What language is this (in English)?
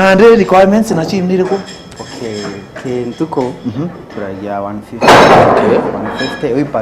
Meru